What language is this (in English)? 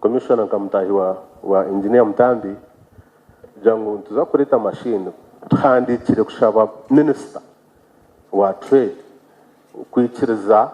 Nyankole